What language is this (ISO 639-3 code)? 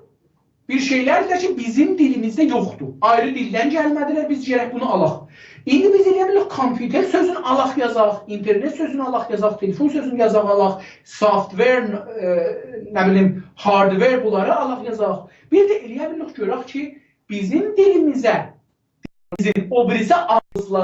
azb